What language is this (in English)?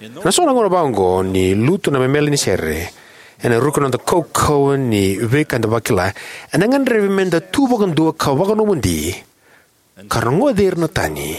Fijian